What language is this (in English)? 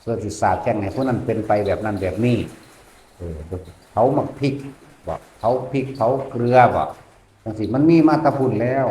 Northeastern Thai